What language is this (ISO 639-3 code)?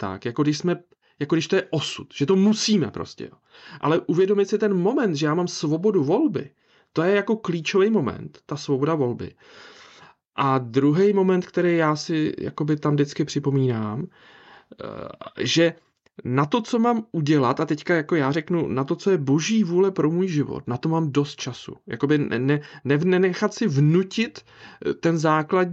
ces